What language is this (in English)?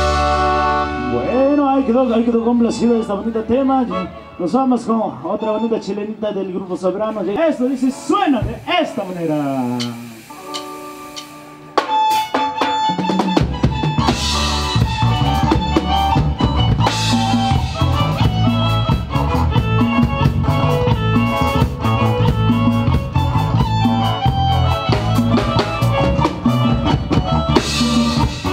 Spanish